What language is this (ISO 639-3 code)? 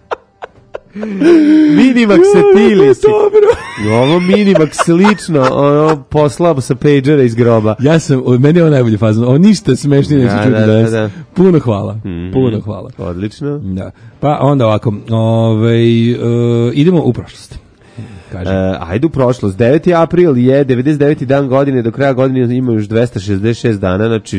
srp